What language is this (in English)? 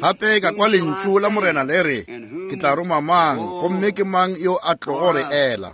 Northern Sotho